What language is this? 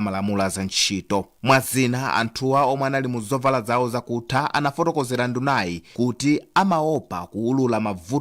Nyanja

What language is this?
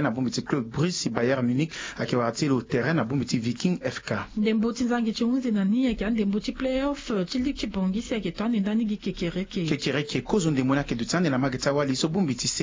Sango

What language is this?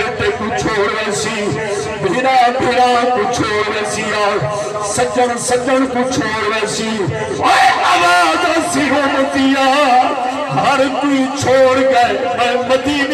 Saraiki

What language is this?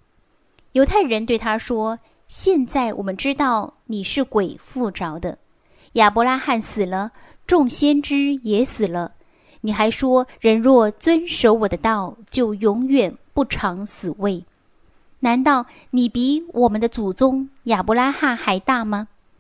Chinese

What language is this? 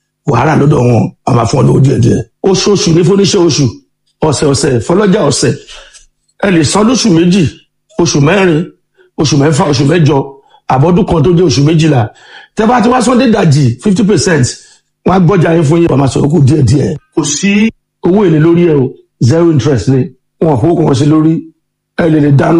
Yoruba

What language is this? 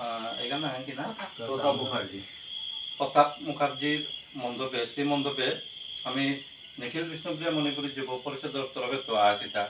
Bishnupriya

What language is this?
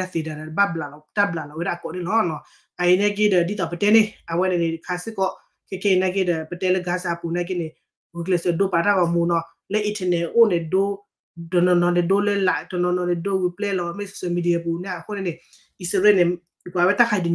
S'gaw Karen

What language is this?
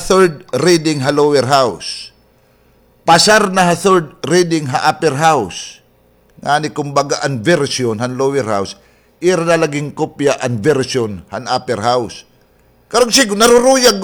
Waray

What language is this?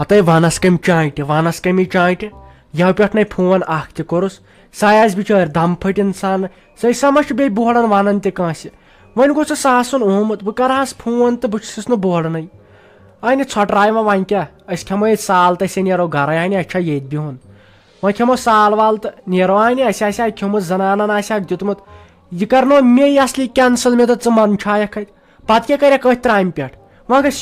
Kashmiri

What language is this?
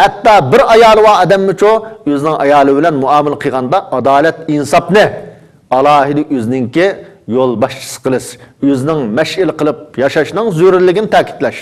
Uyghur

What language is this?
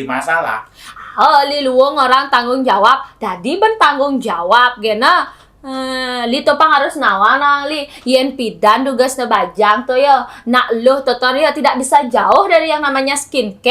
Balinese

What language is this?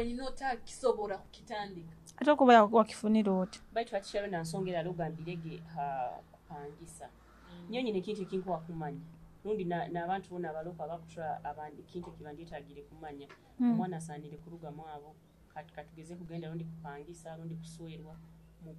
Nyoro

